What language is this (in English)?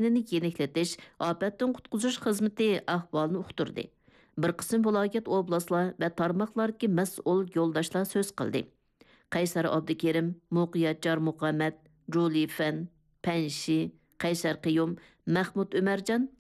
Uyghur